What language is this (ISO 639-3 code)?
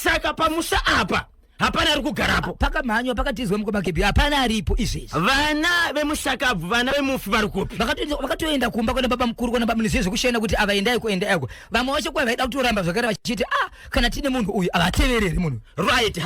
sna